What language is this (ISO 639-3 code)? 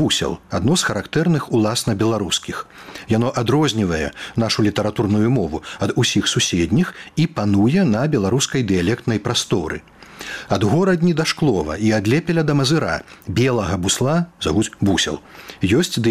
bel